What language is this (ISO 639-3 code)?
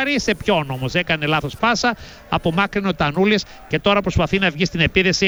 ell